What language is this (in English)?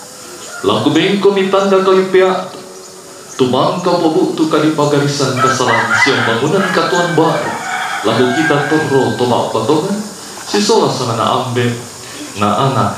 Toraja-Sa'dan